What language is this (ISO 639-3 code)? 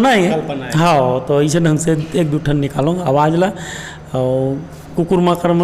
hne